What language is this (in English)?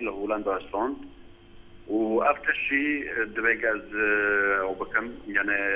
Kurdish